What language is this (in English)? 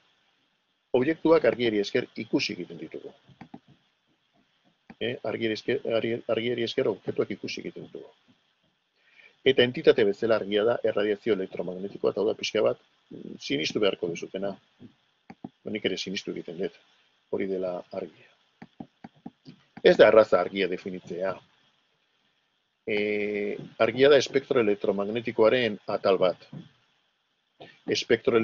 Basque